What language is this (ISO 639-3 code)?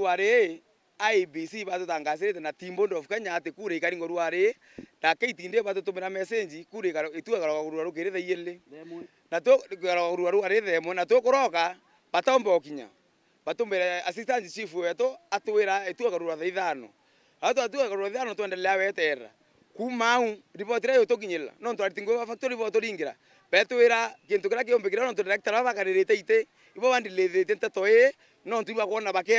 mer